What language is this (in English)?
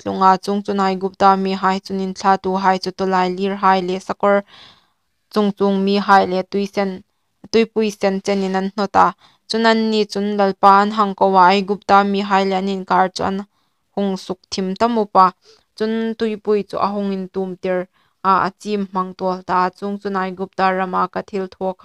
Hmar